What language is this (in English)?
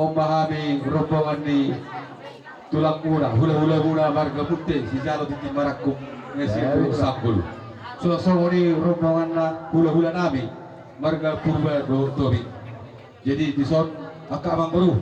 Batak Toba